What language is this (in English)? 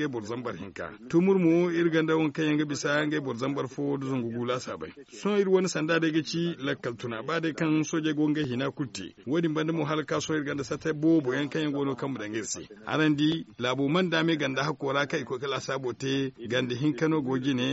Zarma